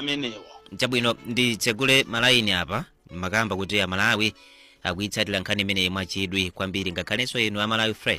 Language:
Nyanja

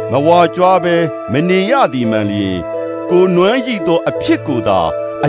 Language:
Burmese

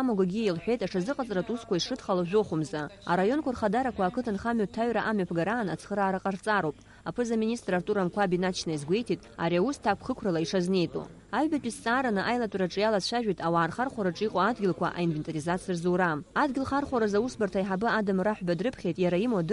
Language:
Abkhazian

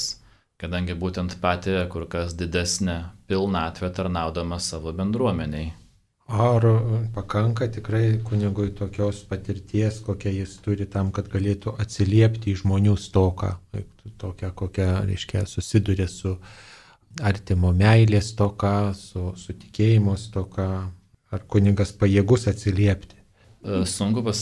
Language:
Lithuanian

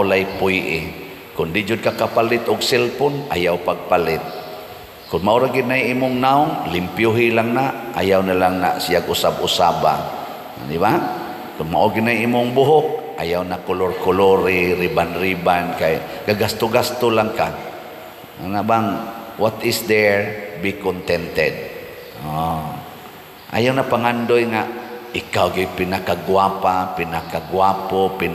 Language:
Cebuano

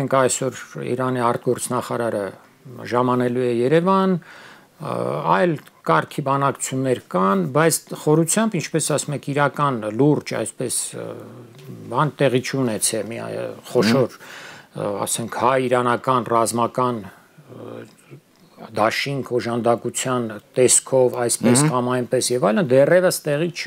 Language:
Armenian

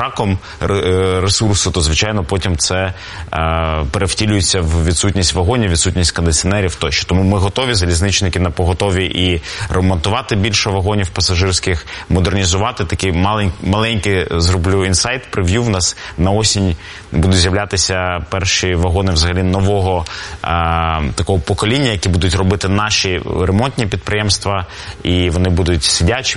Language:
Ukrainian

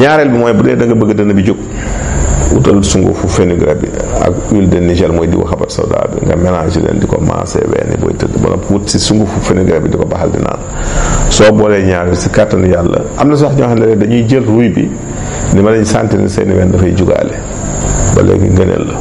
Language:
Wolof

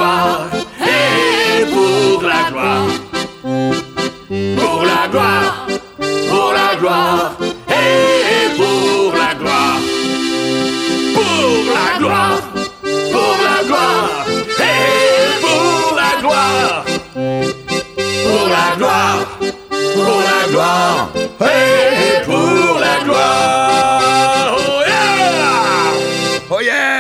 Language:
French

